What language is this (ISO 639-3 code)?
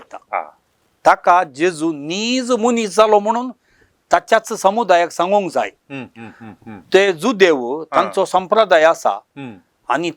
kok